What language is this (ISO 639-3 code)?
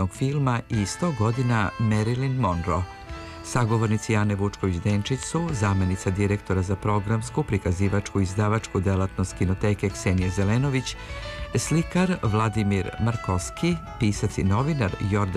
srp